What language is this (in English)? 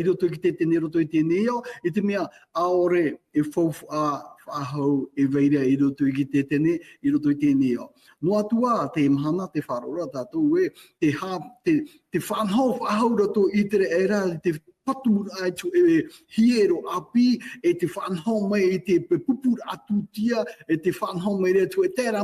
Tahitian